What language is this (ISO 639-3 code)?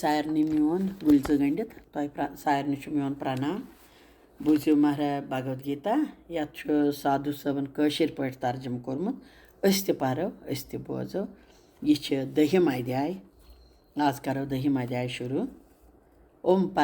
kas